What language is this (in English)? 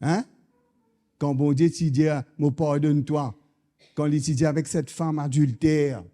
Morisyen